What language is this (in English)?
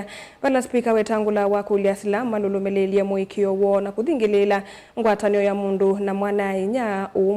Kamba